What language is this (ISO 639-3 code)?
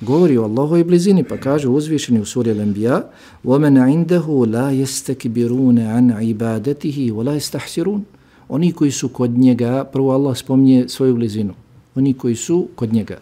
bos